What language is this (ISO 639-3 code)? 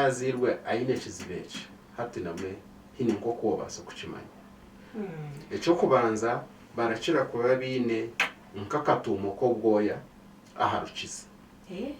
nyn